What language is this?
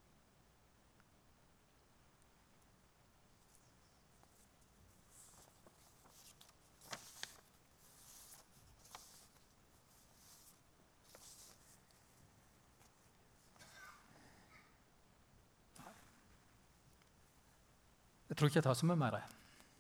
Norwegian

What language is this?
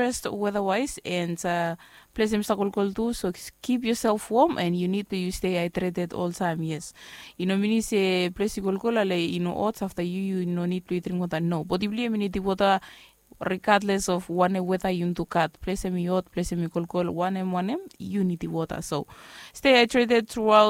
Bislama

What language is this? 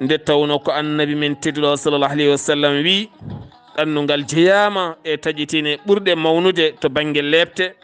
Fula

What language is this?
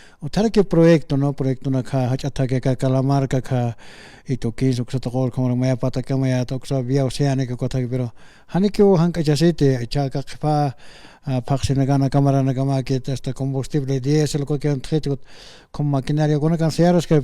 Aymara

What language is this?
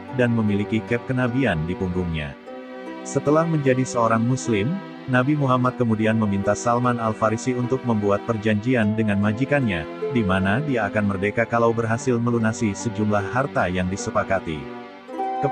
Indonesian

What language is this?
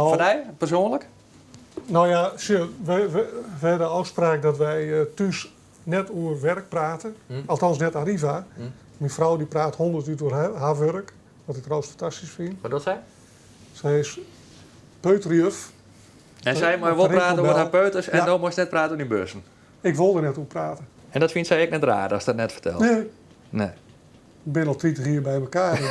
Western Frisian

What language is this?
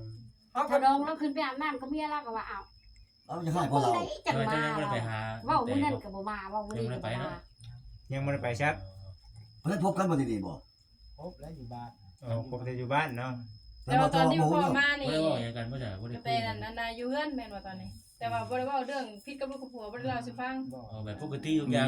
Northeastern Thai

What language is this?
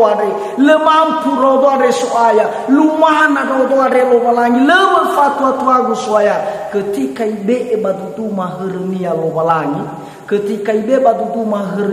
Nias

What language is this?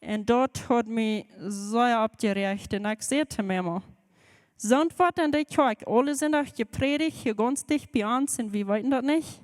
Plautdietsch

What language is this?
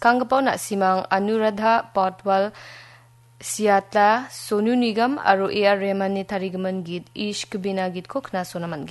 Garo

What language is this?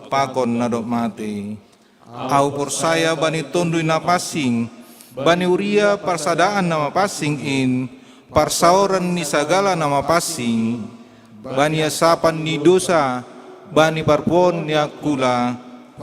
Batak Simalungun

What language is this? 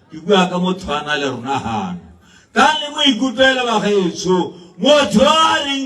Tswana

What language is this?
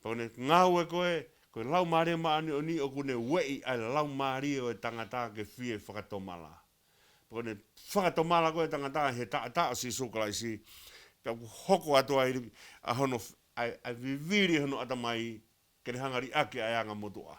Tongan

